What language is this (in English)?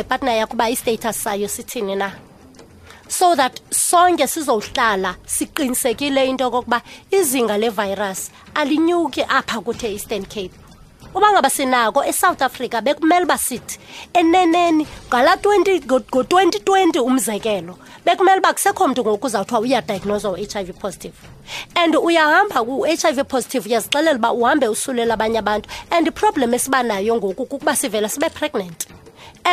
Xhosa